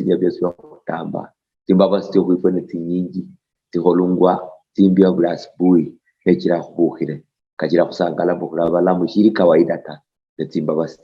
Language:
Luyia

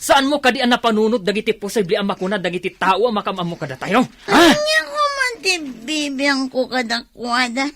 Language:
Iloko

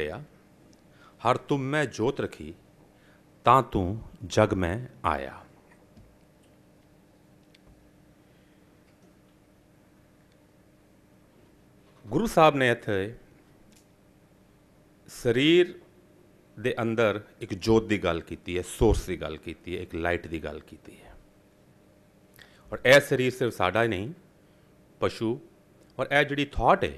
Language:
Punjabi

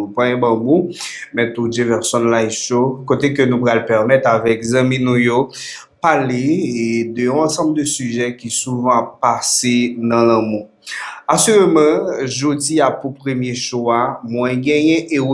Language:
Haitian Creole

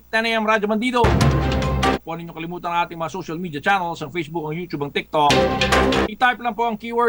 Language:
Filipino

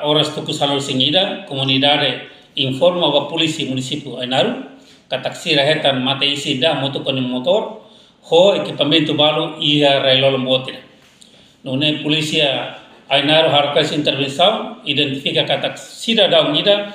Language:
Tetum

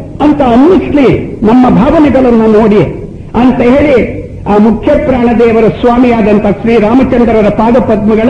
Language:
Kannada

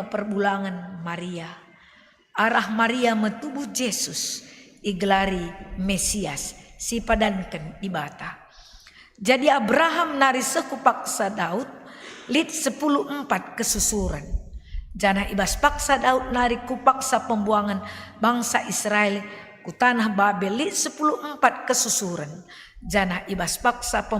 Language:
Batak Karo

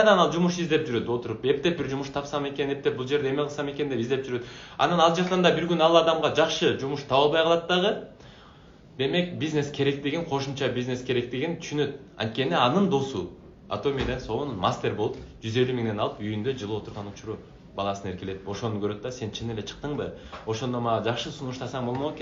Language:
Kyrgyz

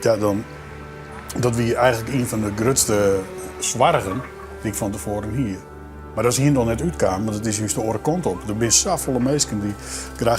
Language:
Western Frisian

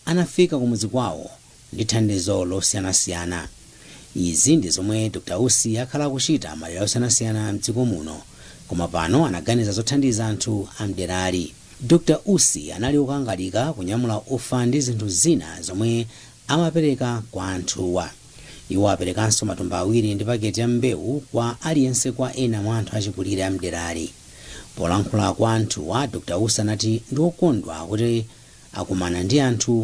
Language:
Nyanja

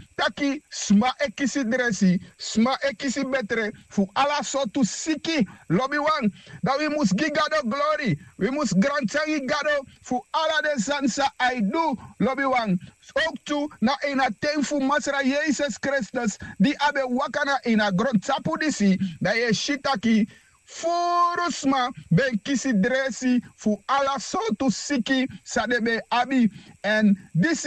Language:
Sranan Tongo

